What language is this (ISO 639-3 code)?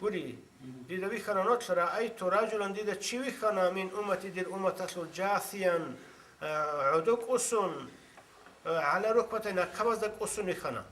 ava